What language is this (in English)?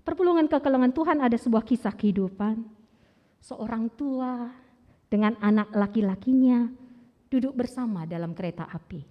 Batak Karo